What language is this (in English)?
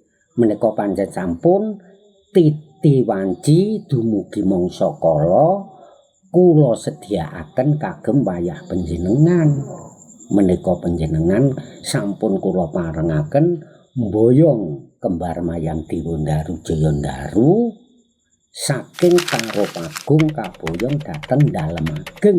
Javanese